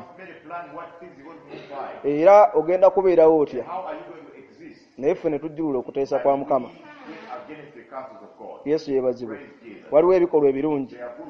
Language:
Ganda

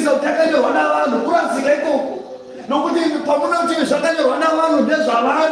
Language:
Shona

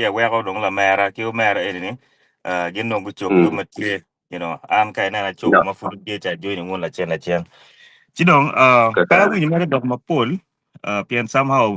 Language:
Acoli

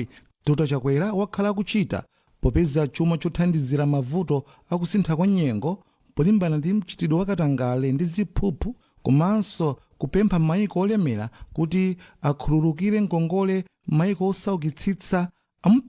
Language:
Nyanja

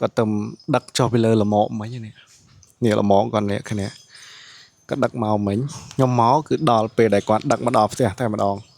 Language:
Khmer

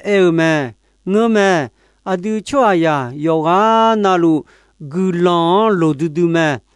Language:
Akha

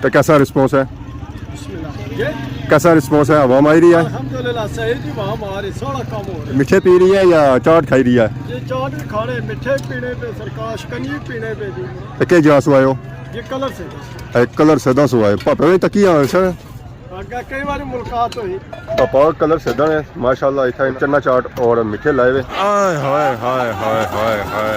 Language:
Pahari-Potwari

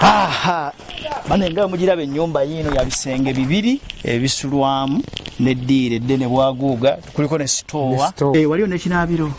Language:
Ganda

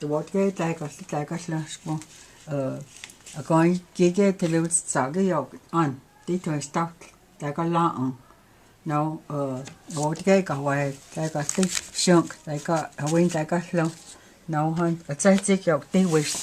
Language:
Cherokee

